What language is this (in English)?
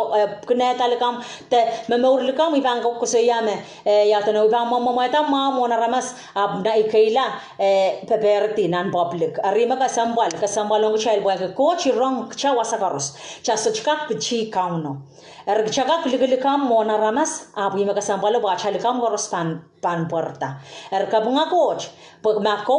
Pohnpeian